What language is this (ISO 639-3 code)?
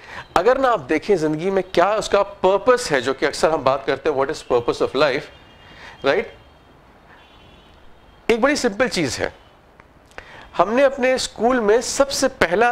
hin